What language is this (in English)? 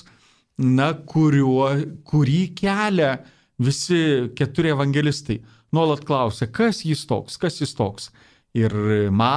Lithuanian